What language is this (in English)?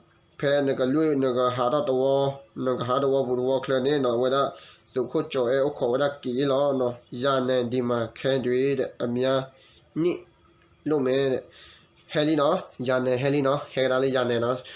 S'gaw Karen